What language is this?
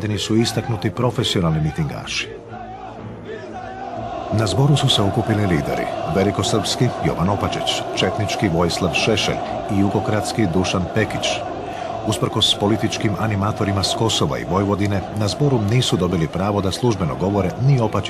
Croatian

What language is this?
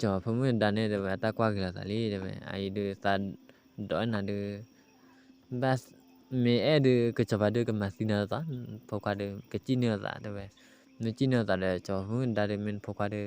S'gaw Karen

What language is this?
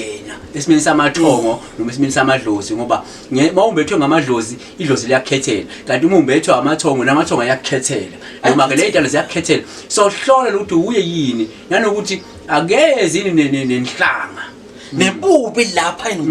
Zulu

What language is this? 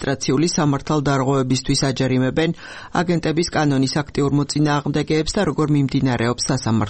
Georgian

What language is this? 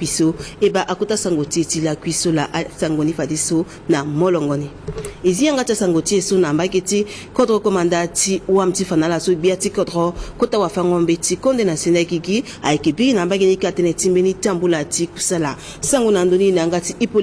Sango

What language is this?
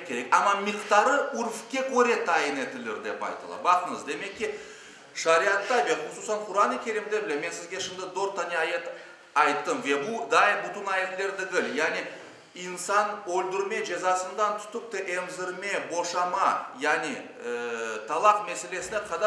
Crimean Tatar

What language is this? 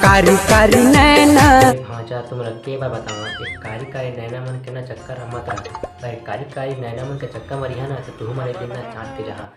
Chhattisgarhi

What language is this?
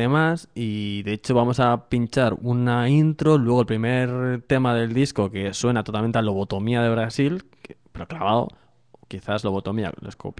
Spanish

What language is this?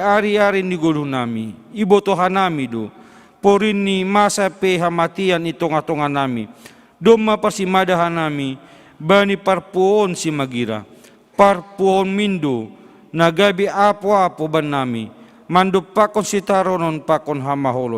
Batak Simalungun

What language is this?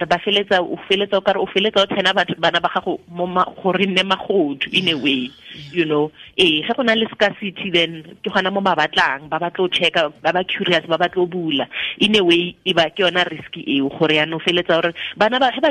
Tswana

